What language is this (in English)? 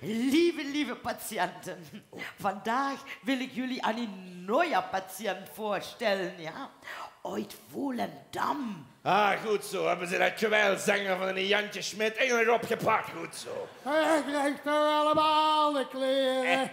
Limburgish